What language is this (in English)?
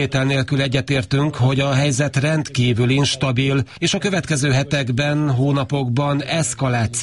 Hungarian